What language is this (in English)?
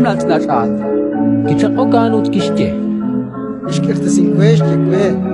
Kekchí